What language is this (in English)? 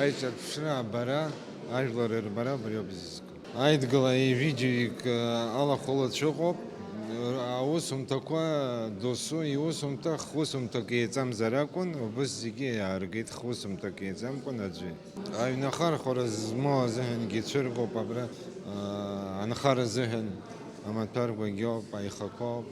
Abkhazian